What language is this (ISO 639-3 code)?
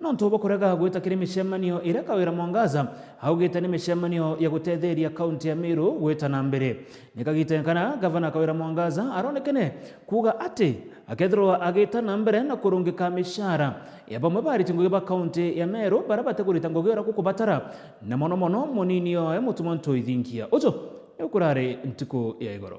mer